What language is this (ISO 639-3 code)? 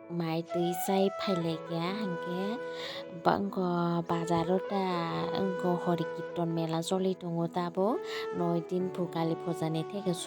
trp